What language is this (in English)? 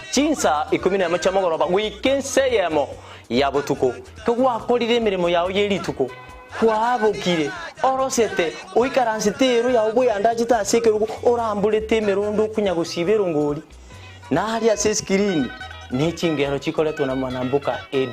Gusii